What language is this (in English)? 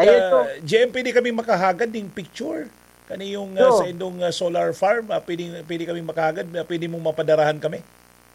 Bikol